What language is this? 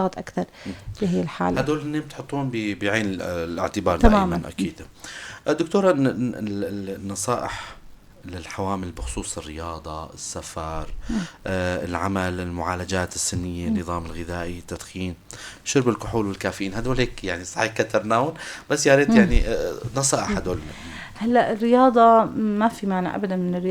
North Levantine Arabic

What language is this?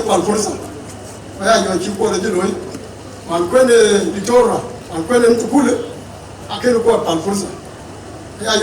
Dinka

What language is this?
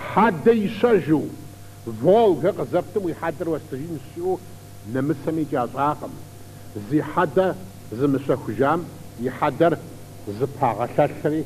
Kabardian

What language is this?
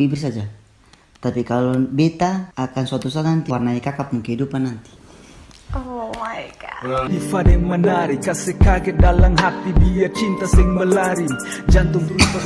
Ambonese Malay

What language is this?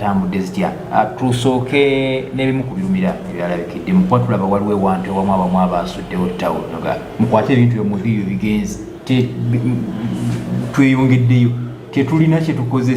Ganda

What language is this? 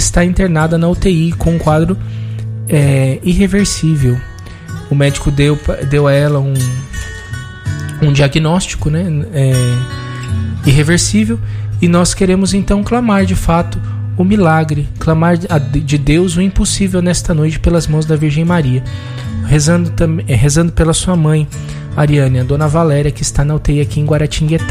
Portuguese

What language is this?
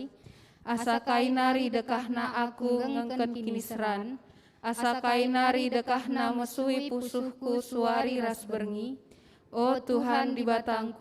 Batak Karo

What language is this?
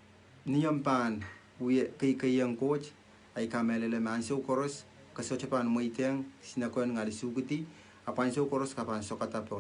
Pohnpeian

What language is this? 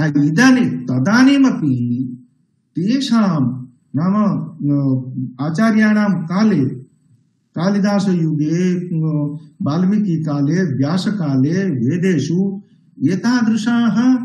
Sanskrit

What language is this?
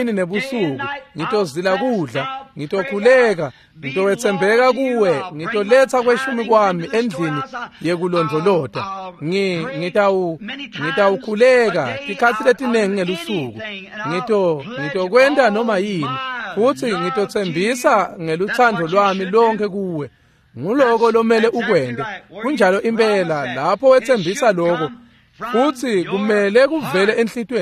Swati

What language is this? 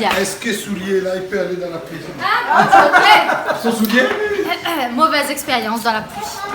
Réunion Creole French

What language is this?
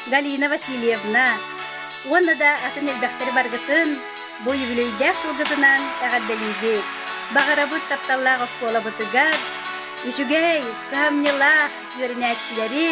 Yakut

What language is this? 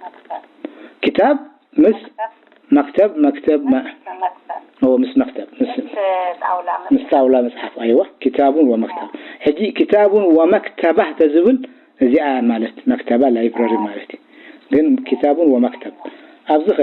Tigrinya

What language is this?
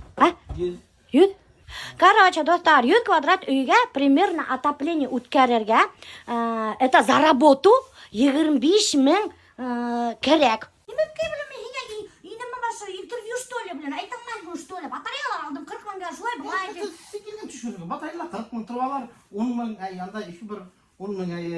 Bashkir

